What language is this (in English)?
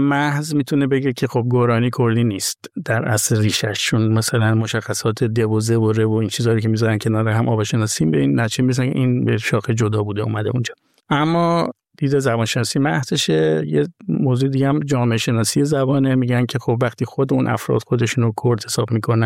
Persian